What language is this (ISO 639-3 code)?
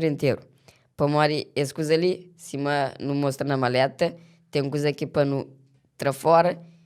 kea